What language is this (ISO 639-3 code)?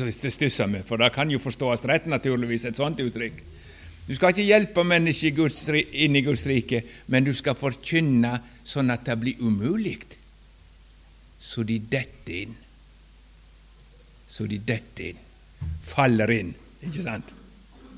nor